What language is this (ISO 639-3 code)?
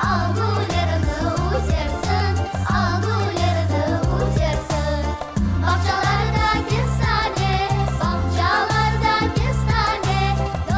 crh